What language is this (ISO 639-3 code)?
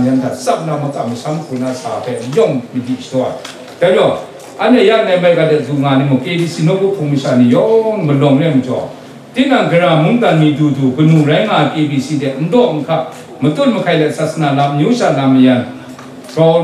kac